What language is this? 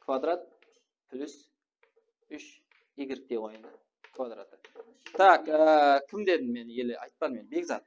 Kara-Kalpak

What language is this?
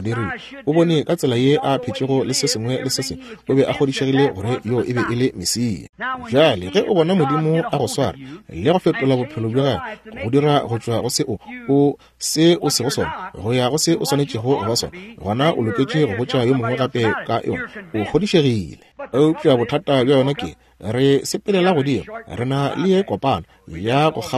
Northern Sotho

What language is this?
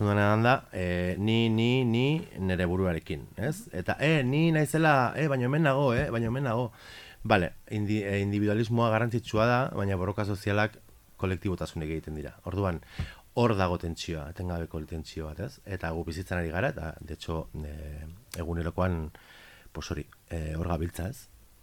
Basque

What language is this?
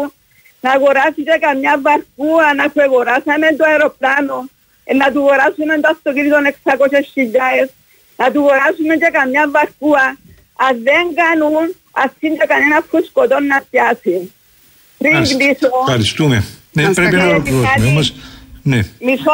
Greek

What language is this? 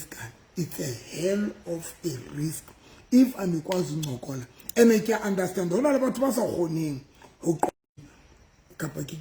Southern Sotho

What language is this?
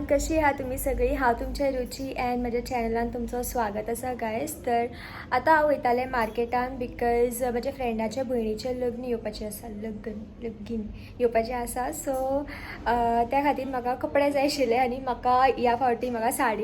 Konkani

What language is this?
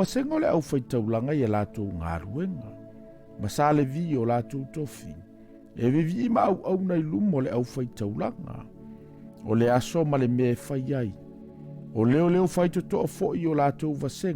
Samoan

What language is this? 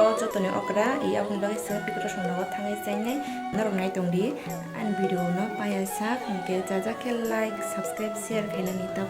Kok Borok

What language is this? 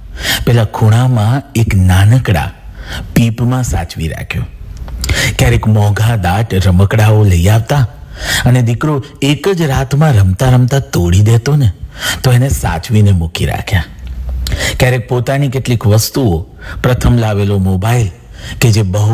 Gujarati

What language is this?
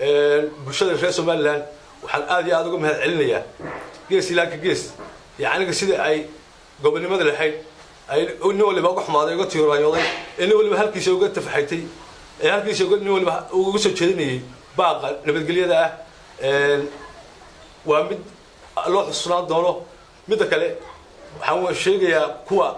Somali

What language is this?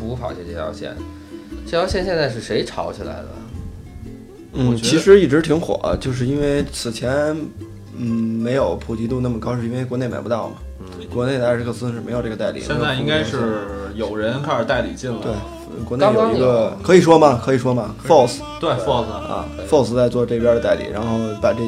Chinese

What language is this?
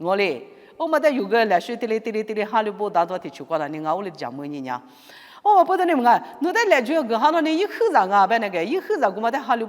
Lisu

